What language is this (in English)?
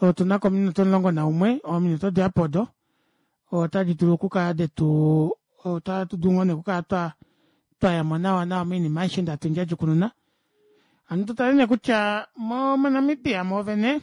Kuanyama